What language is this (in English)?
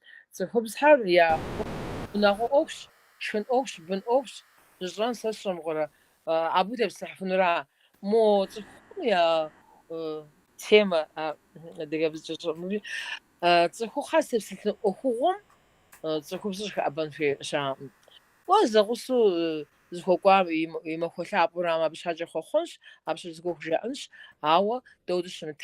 Kabardian